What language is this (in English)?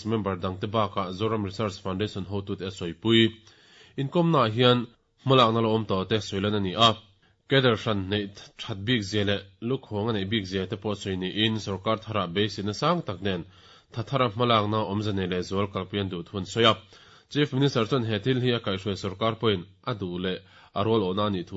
Mizo